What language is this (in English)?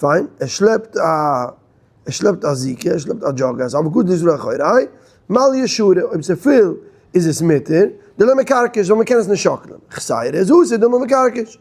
Yiddish